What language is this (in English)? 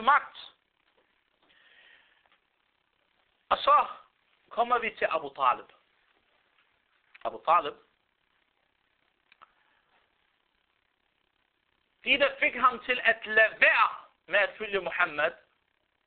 Danish